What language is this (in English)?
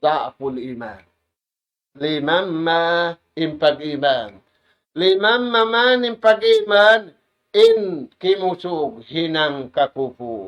Tausug